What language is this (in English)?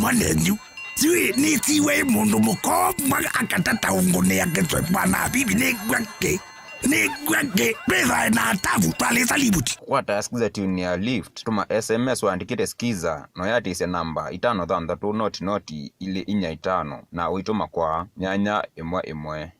Kamba